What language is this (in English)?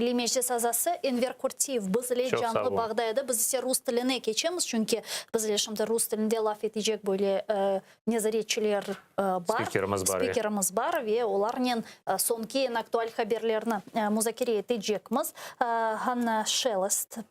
Crimean Tatar